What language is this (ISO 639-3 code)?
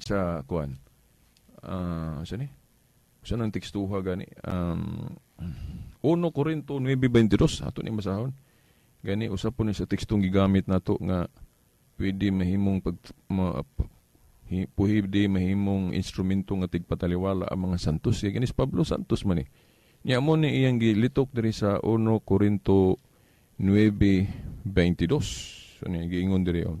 ceb